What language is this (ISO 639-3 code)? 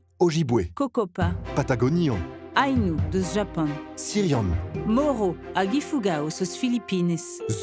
bre